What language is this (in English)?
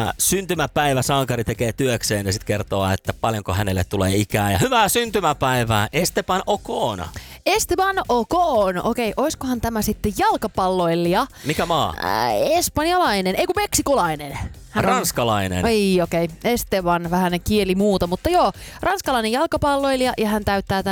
Finnish